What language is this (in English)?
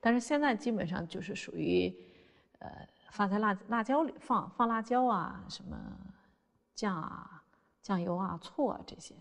Chinese